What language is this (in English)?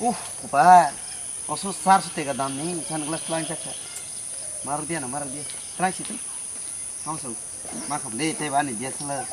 Kok Borok